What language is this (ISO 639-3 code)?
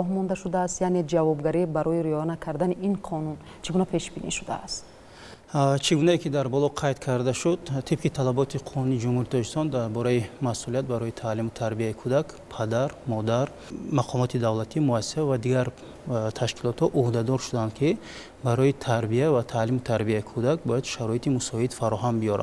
tgk